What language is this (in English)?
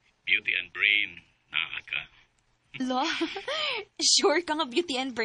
Cebuano